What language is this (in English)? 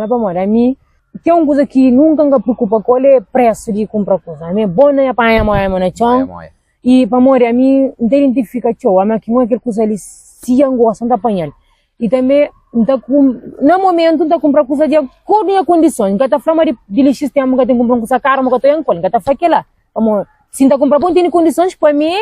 Kabuverdianu